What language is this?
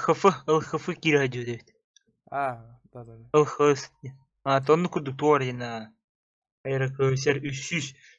Yakut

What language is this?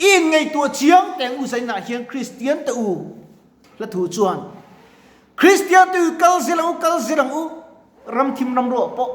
Mizo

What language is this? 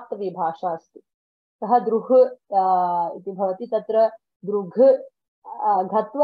Sanskrit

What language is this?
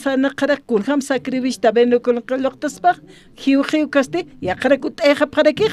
Aymara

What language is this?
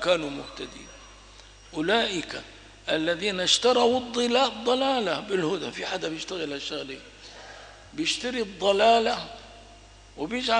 Arabic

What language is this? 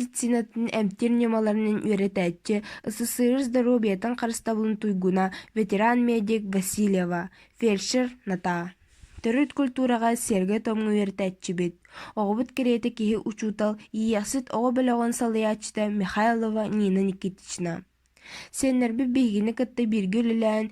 Yakut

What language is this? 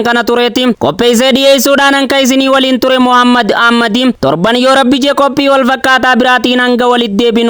Oromo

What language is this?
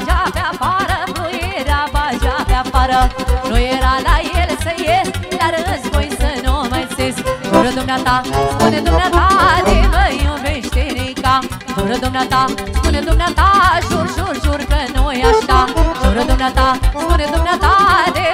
Romanian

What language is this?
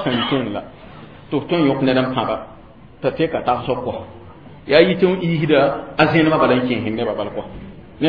Mossi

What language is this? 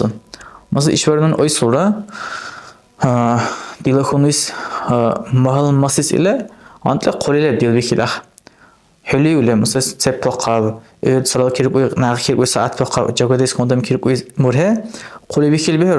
Dargwa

